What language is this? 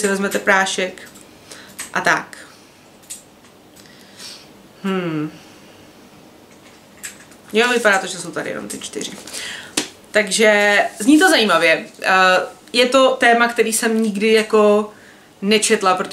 Czech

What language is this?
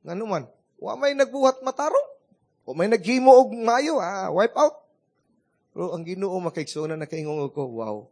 Cebuano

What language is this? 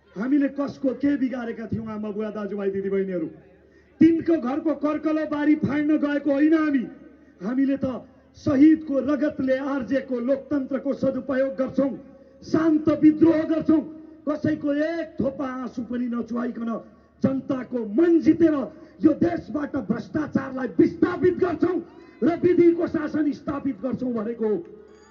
Nepali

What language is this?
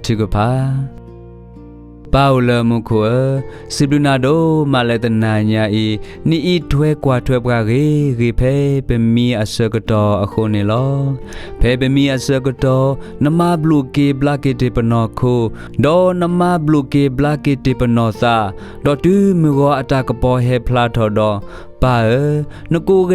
S'gaw Karen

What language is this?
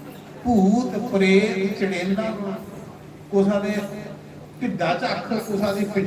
Dogri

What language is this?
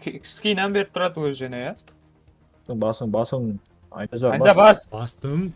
Kara-Kalpak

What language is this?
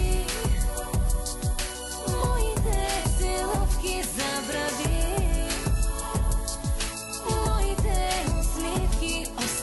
Bulgarian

